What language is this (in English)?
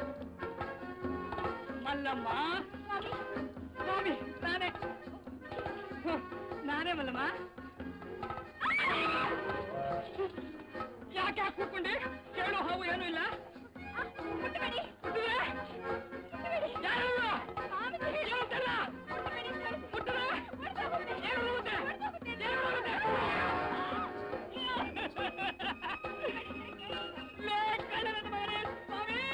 Kannada